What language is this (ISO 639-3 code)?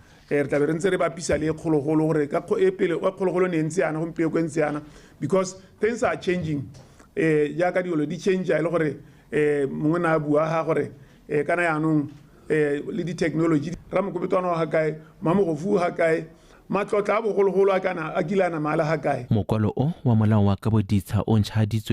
tsn